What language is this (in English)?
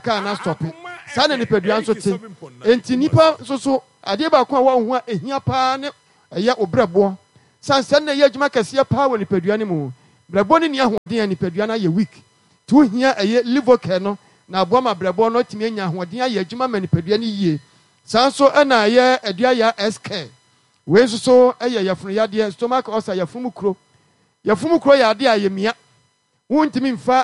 Akan